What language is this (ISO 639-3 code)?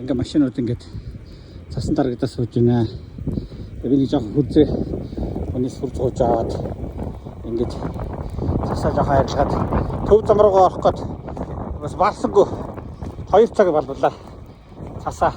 mon